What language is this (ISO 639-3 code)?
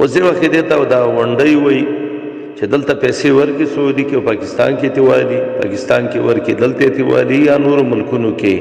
pus